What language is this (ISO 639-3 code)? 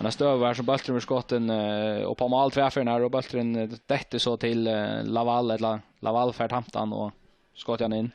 fao